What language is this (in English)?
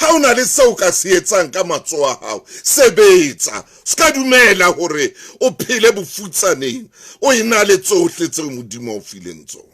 Southern Sotho